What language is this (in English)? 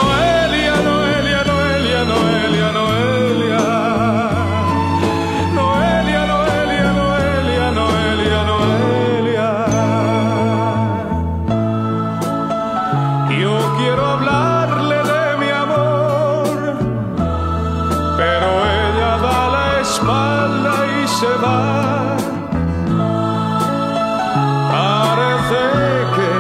Spanish